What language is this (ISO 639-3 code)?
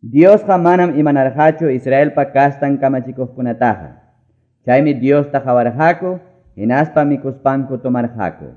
que